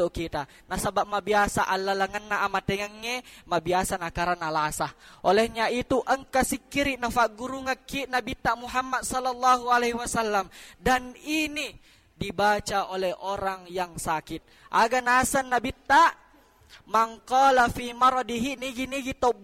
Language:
Buginese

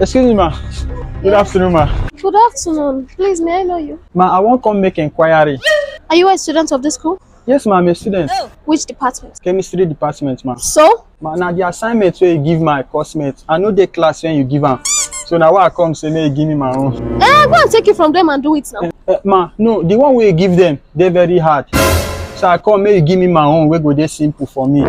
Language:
Nigerian Pidgin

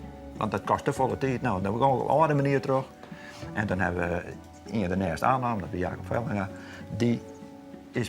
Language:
Western Frisian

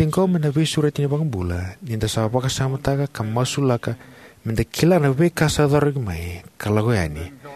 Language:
Fijian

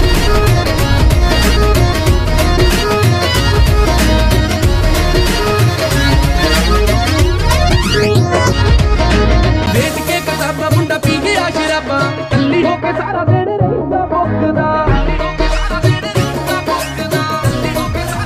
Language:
Punjabi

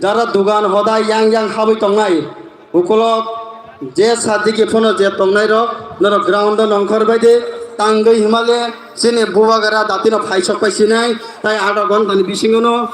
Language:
Kok Borok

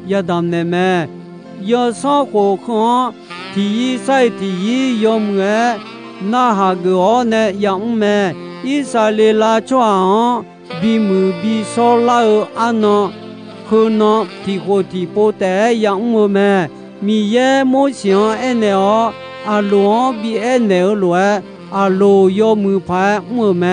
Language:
Akha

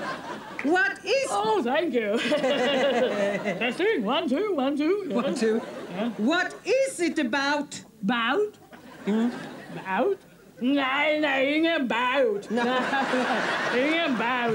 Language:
Swedish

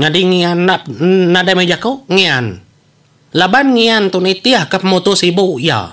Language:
Iban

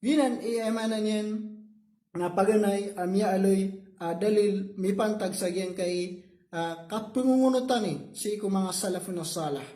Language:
Maranao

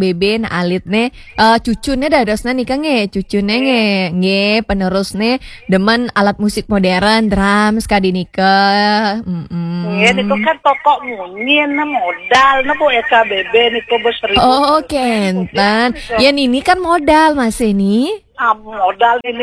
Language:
Balinese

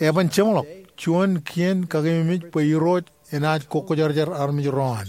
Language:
Marshallese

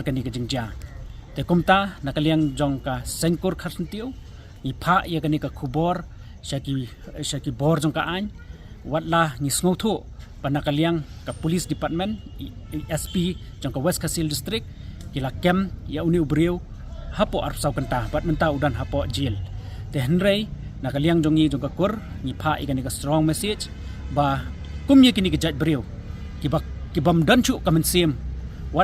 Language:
Khasi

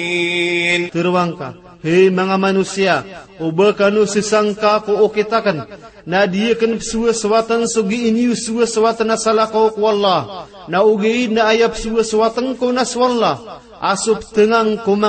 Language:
Maranao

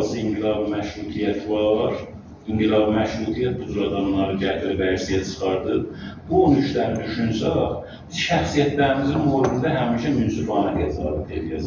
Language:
Azerbaijani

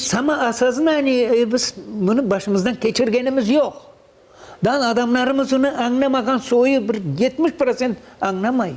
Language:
Crimean Tatar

